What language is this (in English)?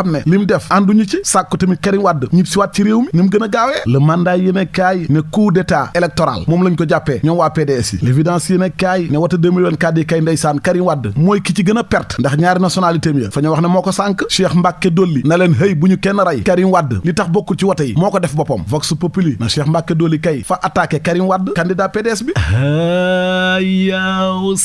Wolof